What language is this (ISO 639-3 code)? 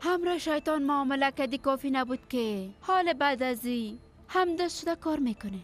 fas